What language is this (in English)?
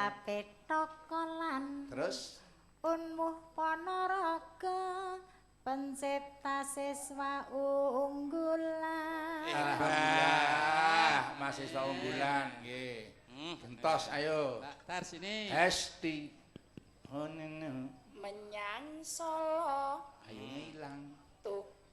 Javanese